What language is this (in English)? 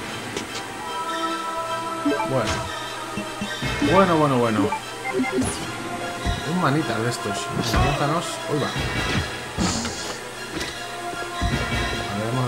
Spanish